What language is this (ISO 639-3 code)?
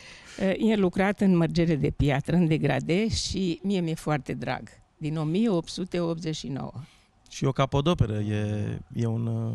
ron